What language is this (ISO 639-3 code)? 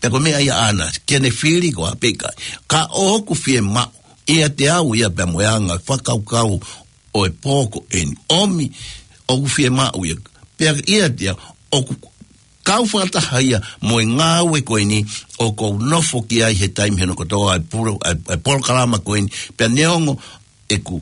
ton